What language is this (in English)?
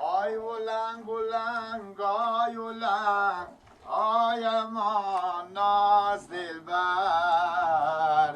Persian